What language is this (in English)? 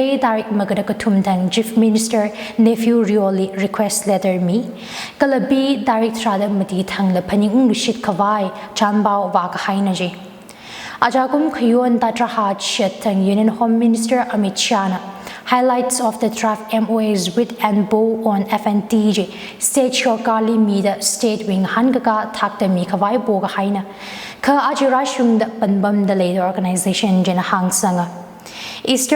Tangkhul Naga (India)